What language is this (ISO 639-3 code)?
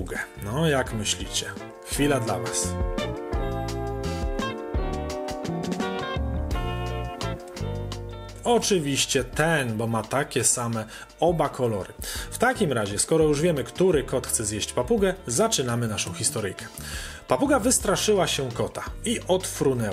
pol